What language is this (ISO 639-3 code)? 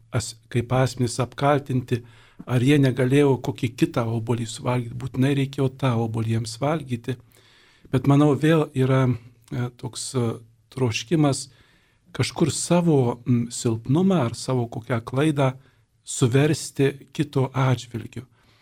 lit